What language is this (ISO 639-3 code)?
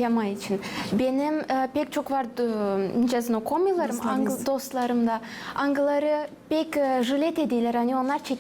gag